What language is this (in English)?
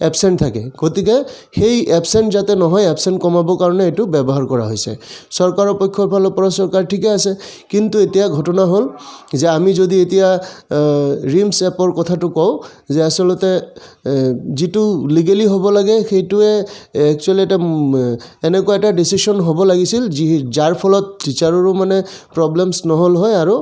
Assamese